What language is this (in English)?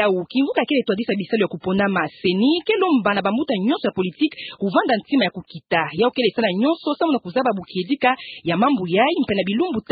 Kituba (Democratic Republic of Congo)